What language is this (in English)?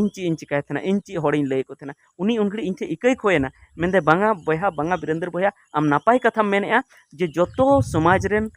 Santali